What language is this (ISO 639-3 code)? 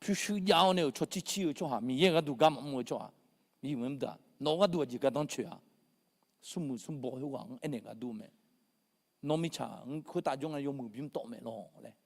ahk